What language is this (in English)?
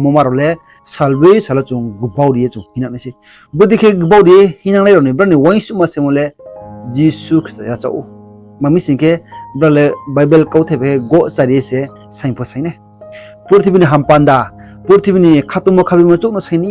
Riang (India)